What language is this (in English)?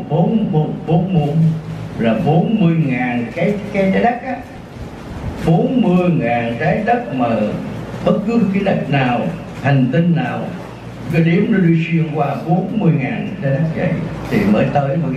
Vietnamese